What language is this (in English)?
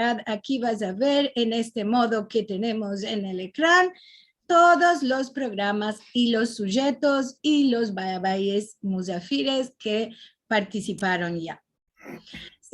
Ladino